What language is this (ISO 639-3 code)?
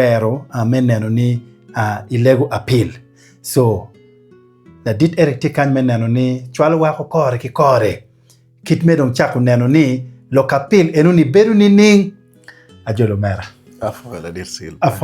ach